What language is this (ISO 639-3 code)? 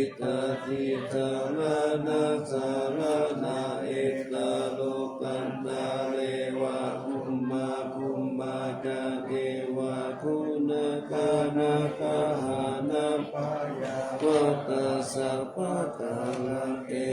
pli